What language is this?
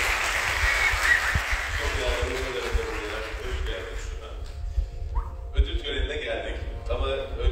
Turkish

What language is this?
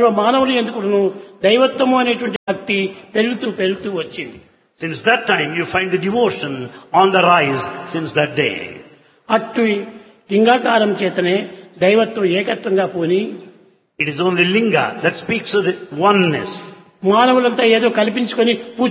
Telugu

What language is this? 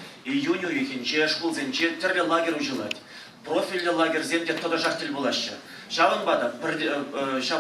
Chuvash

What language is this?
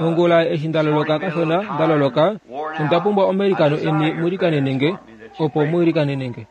Kuanyama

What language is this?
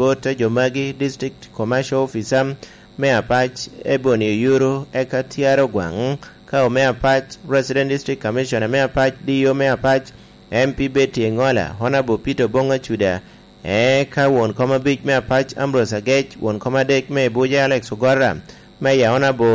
Lango (Uganda)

